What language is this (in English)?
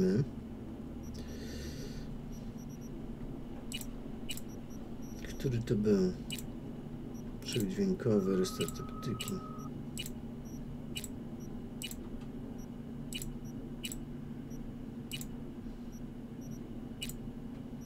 Polish